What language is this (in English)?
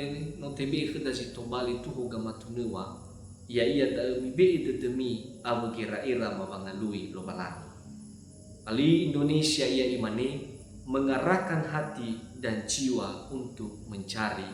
Nias